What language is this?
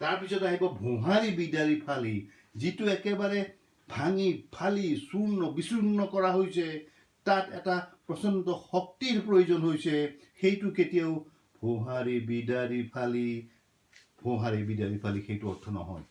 Assamese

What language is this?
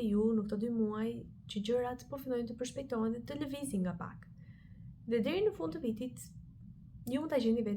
Albanian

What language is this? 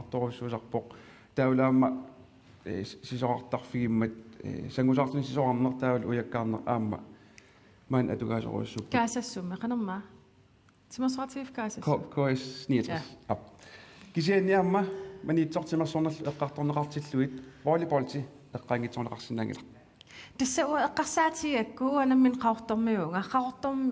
Kalaallisut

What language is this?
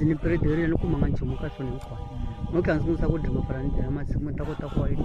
Tsonga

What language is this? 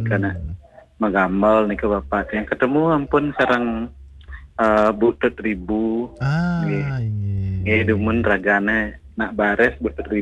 Balinese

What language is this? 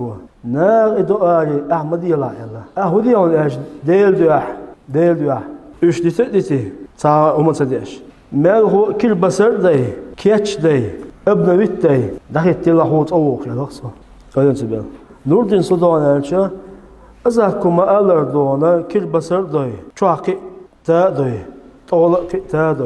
Chechen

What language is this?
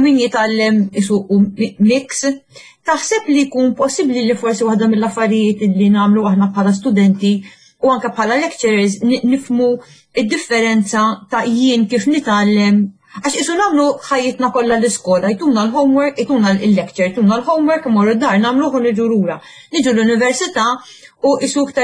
Maltese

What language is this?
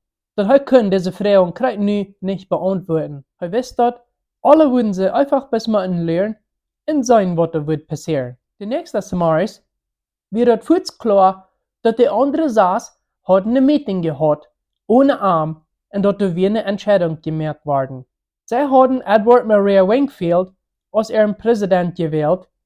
Plautdietsch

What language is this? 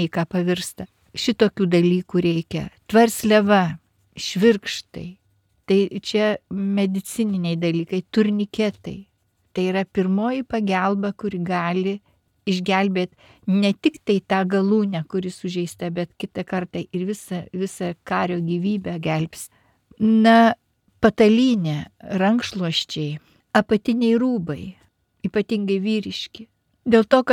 Lithuanian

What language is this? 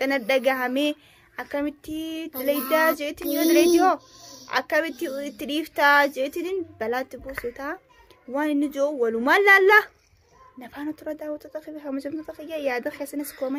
Oromo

